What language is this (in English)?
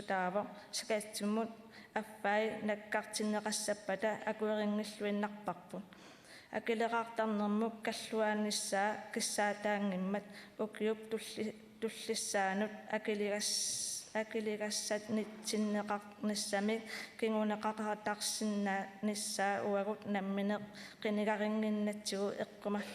Kalaallisut